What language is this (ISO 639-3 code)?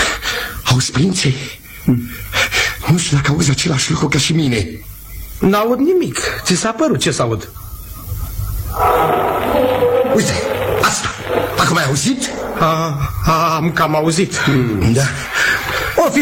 ron